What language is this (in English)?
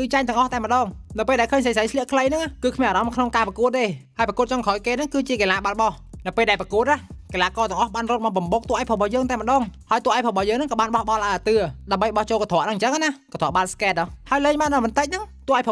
Khmer